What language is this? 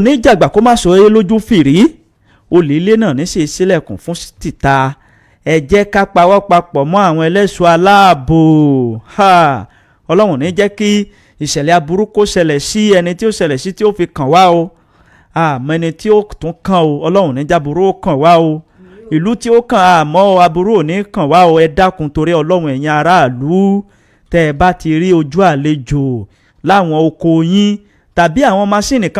Yoruba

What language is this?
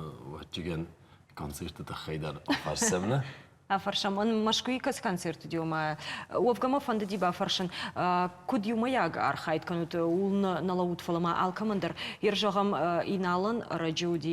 Ossetic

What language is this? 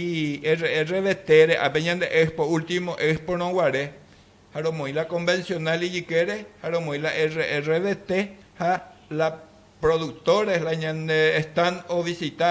Guarani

